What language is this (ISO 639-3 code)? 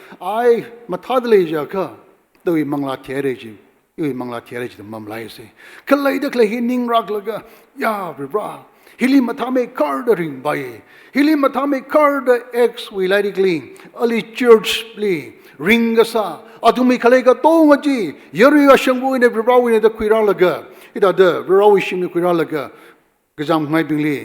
nmf